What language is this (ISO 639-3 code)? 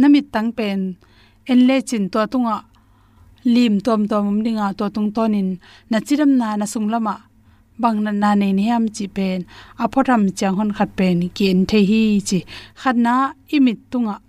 ctd